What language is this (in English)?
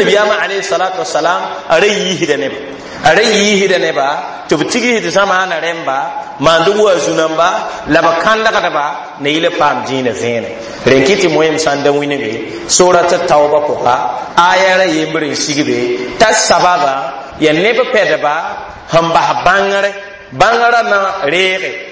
Mossi